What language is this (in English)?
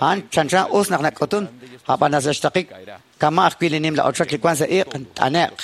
Kekchí